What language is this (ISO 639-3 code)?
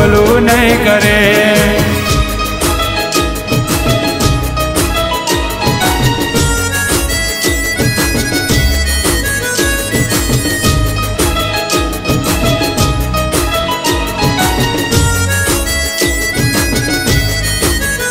guj